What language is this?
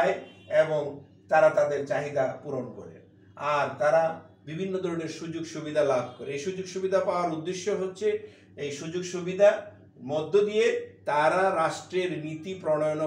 Bangla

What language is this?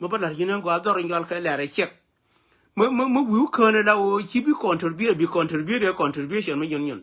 Nuer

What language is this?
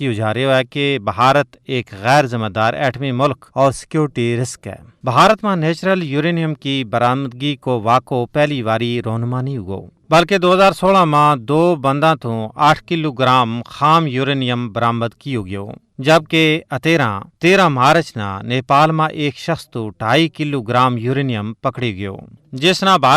Gujari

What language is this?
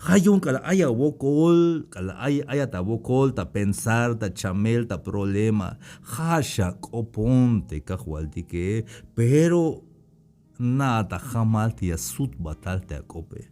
Tzeltal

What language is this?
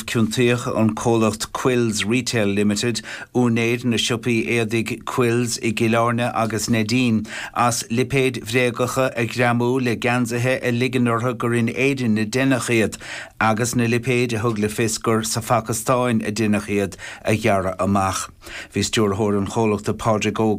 Irish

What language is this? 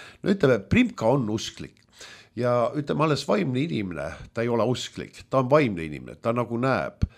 Estonian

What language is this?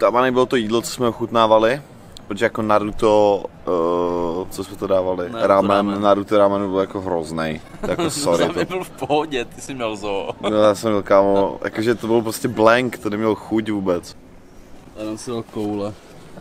Czech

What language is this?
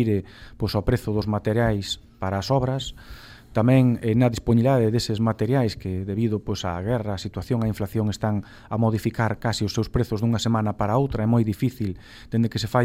Galician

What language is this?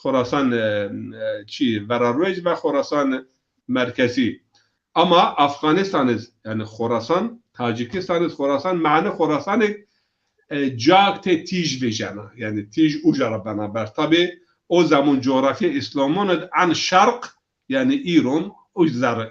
Zaza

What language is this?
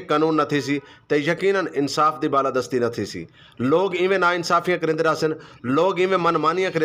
Saraiki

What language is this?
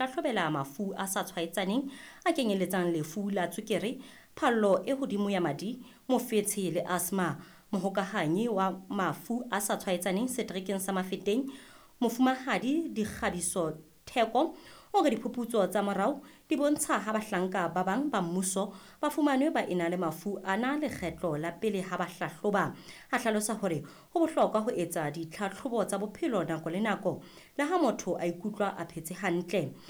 Southern Sotho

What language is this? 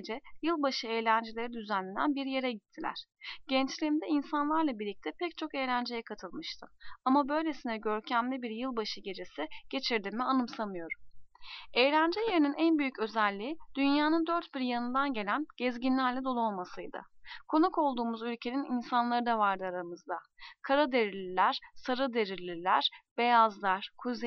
Turkish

